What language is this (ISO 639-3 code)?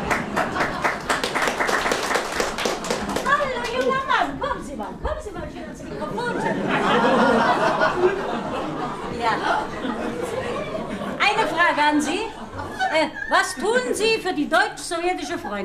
deu